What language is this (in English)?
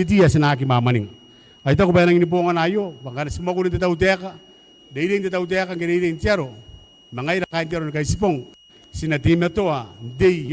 Gilbertese